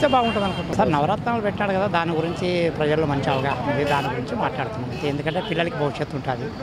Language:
Telugu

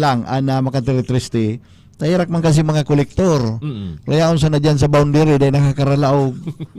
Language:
Bikol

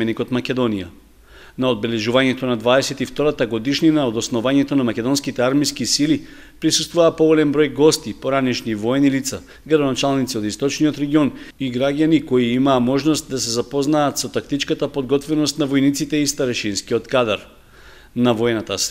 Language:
Macedonian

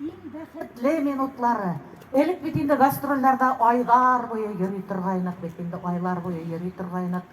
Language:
Tatar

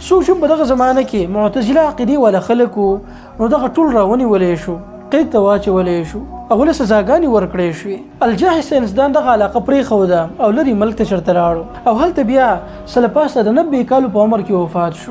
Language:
Pashto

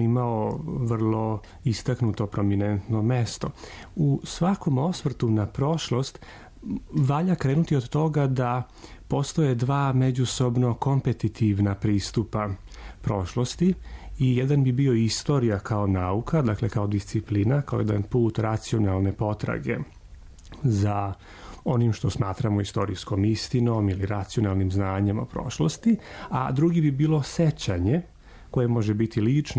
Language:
Serbian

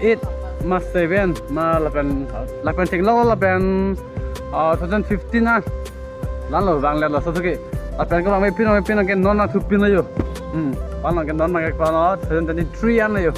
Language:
Karbi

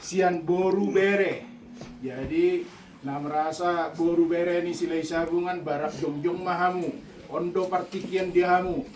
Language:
Batak Toba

